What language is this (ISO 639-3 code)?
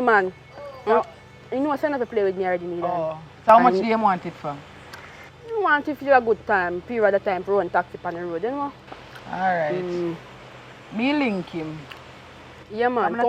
jam